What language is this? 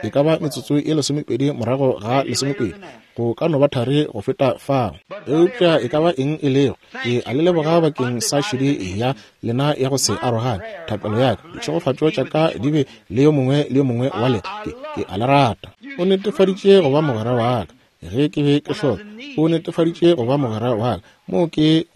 Northern Sotho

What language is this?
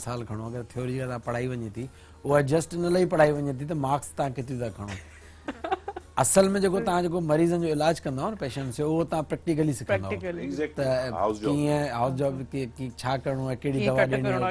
Sindhi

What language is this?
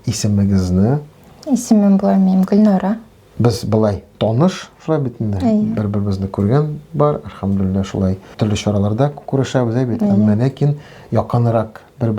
Tatar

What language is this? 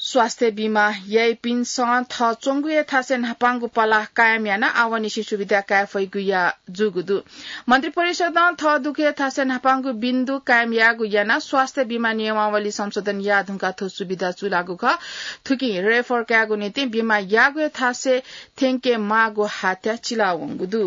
Newari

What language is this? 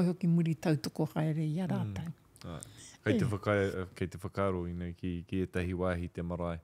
Māori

